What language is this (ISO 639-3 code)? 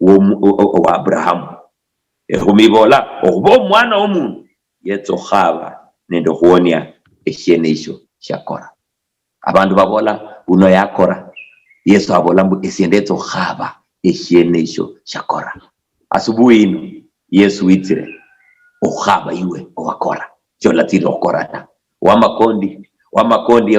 luy